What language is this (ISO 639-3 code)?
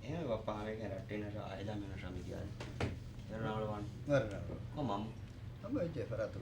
div